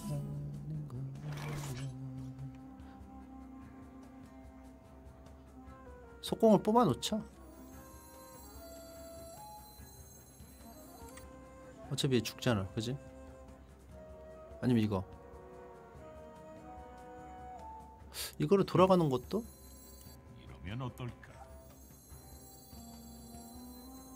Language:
Korean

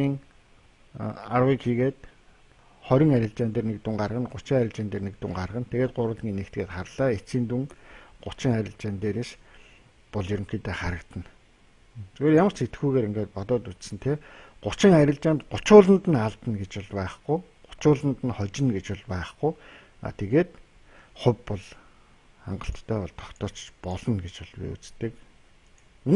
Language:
Mongolian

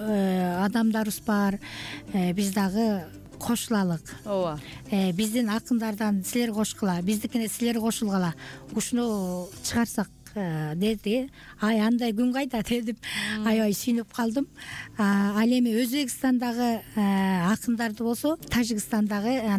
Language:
Kyrgyz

